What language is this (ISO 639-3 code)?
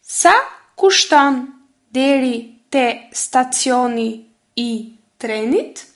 sqi